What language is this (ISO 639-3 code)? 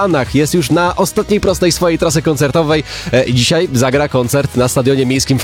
pol